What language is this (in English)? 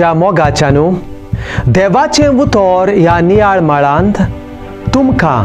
Konkani